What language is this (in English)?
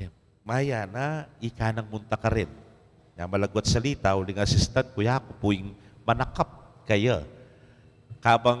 Pampanga